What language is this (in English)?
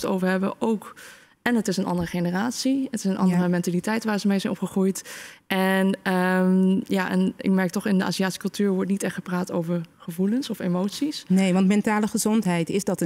Dutch